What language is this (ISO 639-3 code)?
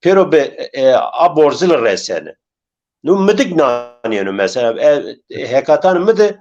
zza